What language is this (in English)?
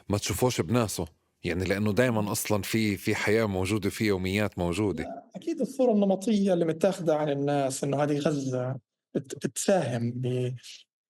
North Levantine Arabic